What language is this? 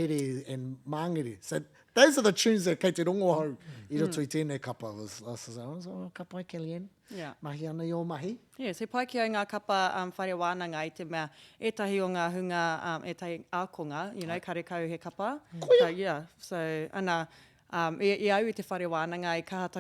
Māori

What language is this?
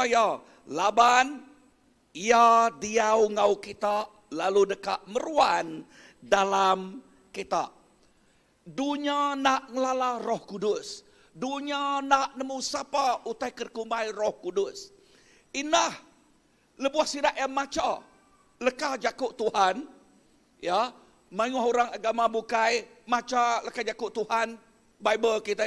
Iban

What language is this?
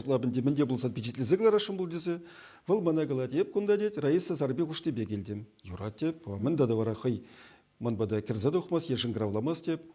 Chuvash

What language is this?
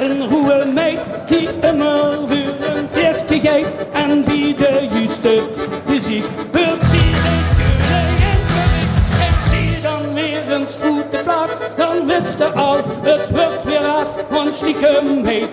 Limburgish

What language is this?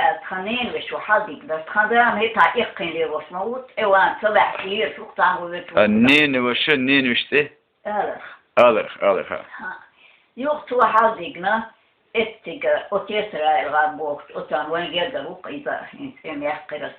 Chechen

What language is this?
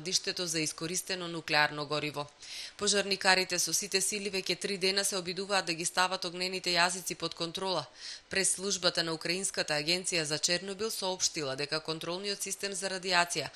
Macedonian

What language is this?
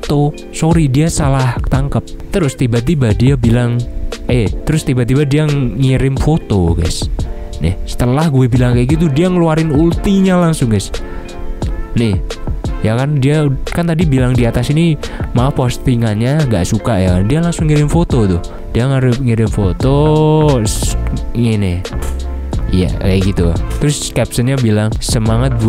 Indonesian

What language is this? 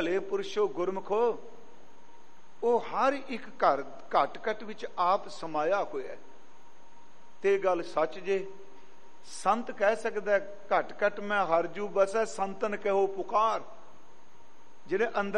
Punjabi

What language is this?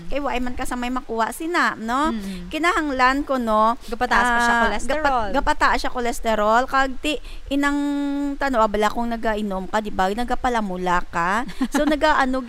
Hiligaynon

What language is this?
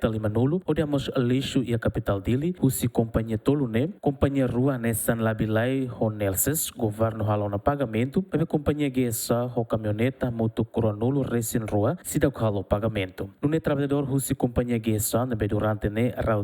Tetum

